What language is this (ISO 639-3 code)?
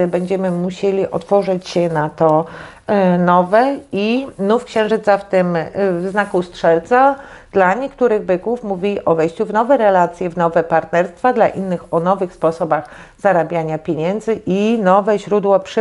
pol